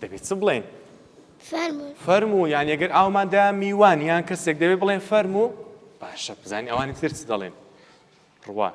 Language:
Central Kurdish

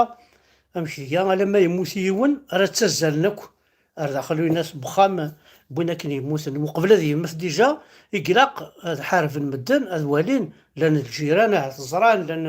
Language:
Kabyle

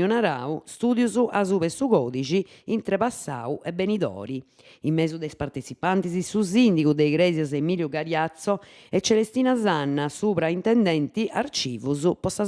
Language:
Sardinian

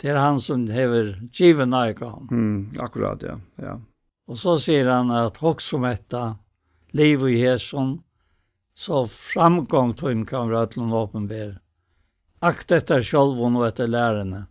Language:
Faroese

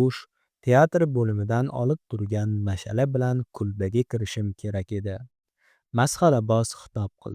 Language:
Uzbek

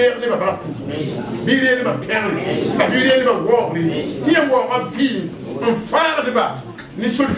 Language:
Mossi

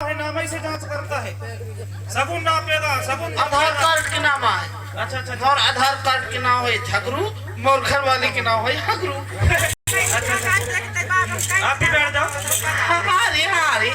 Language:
Chhattisgarhi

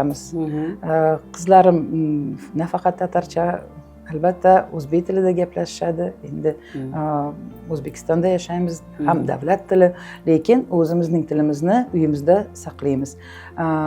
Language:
Uzbek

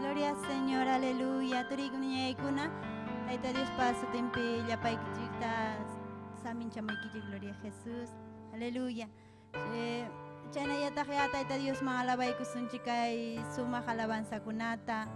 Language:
Ayacucho Quechua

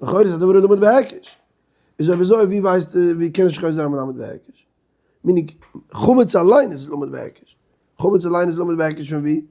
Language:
Yiddish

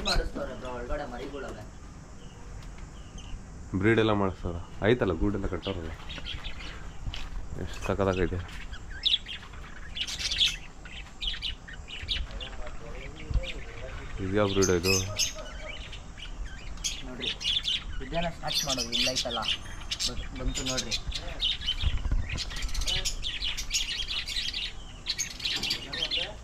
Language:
Kannada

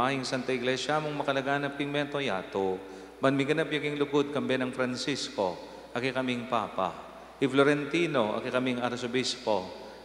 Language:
Pampanga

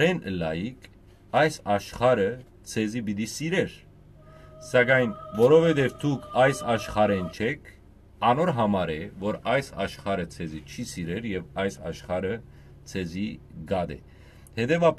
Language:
Western Armenian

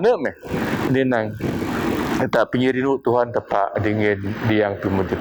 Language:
Biatah Bidayuh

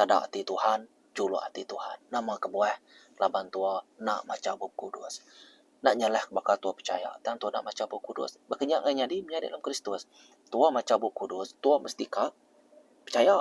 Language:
Iban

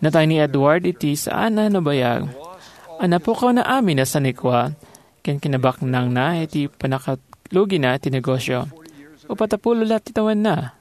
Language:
Iloko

